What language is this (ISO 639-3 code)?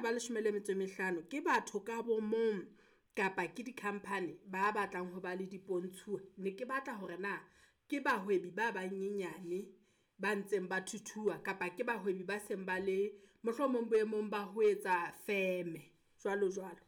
sot